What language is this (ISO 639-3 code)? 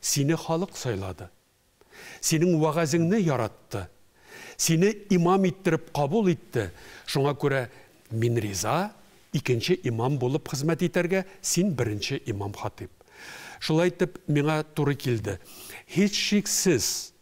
tat